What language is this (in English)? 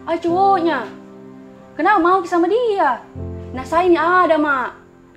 Makassar Malay